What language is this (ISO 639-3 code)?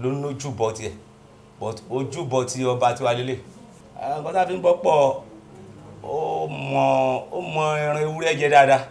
yor